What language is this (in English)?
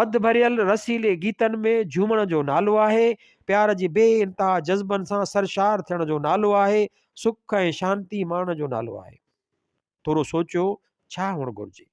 Sindhi